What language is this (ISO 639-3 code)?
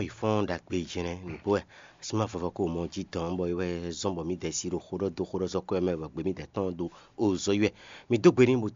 fon